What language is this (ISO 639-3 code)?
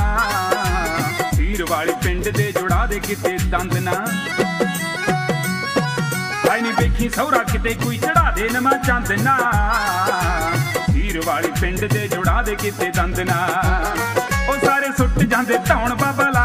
pan